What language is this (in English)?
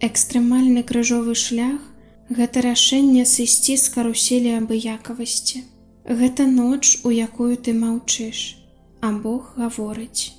Belarusian